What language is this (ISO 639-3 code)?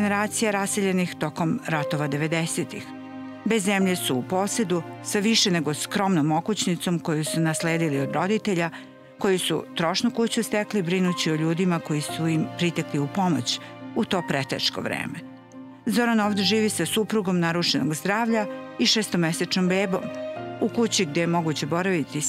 srp